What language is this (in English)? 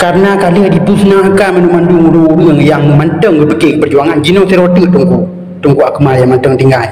Achinese